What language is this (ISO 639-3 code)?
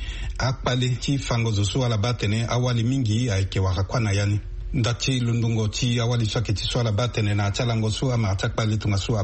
sag